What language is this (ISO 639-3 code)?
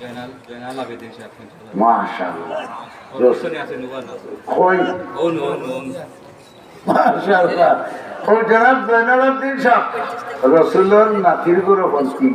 syl